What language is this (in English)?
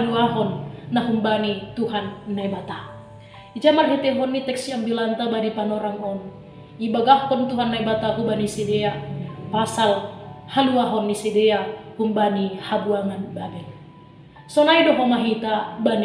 Batak Simalungun